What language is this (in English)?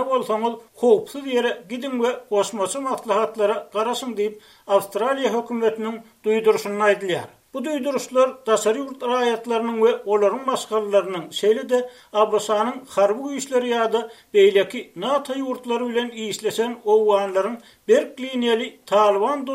Turkmen